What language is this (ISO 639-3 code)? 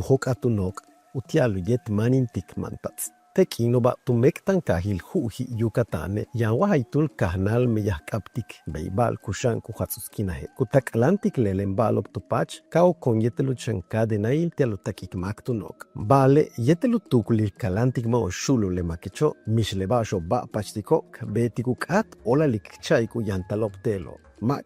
yua